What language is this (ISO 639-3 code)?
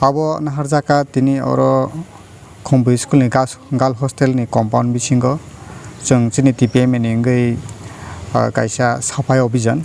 trp